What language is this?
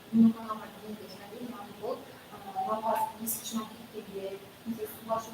Kara-Kalpak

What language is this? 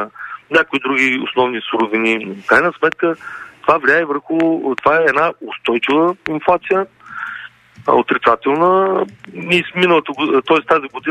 Bulgarian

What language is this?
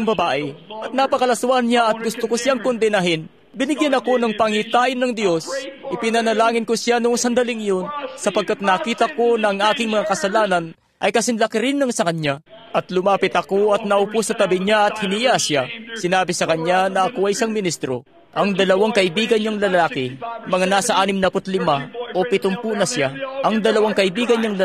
Filipino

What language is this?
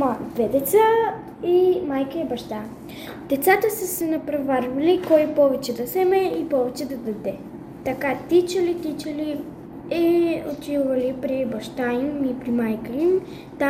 Bulgarian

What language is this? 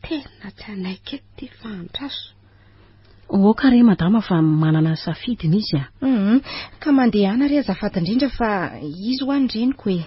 Malagasy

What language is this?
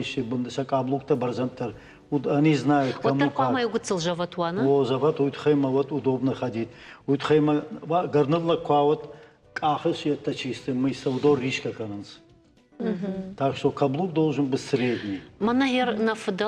Ossetic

